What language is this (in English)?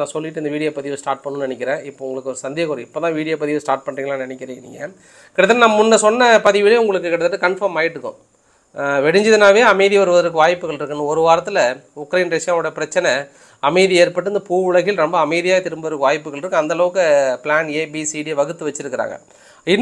Tamil